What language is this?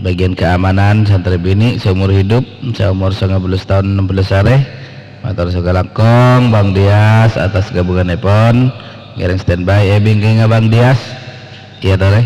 Madurese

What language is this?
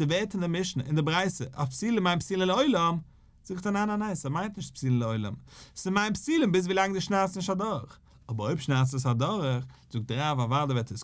Yiddish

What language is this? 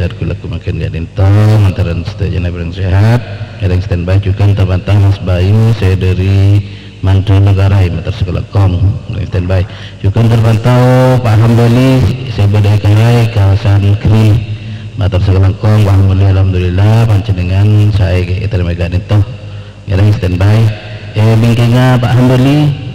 Madurese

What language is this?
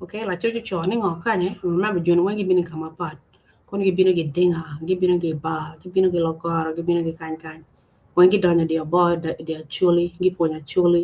Acoli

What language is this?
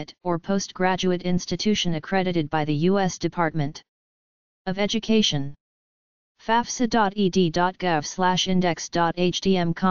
English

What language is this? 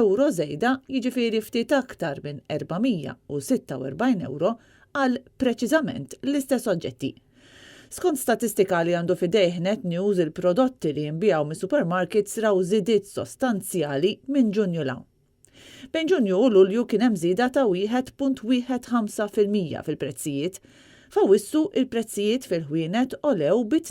Maltese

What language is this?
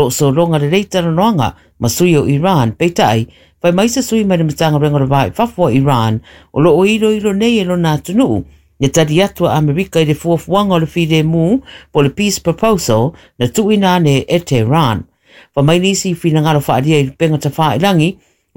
Samoan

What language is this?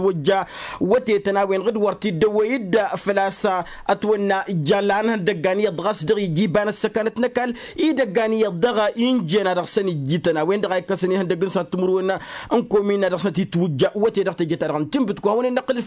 Tamasheq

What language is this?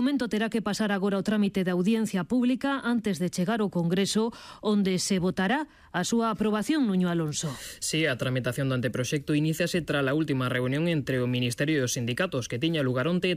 Galician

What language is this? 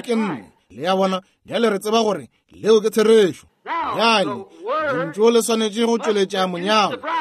Northern Sotho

